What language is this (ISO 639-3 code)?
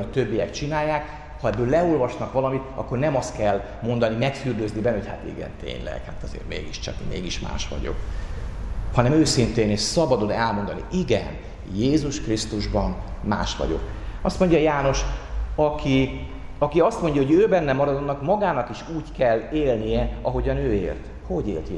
hun